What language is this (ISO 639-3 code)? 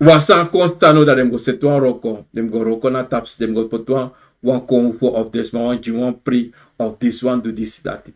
srn